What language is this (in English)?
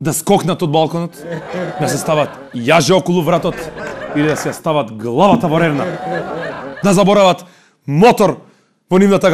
Macedonian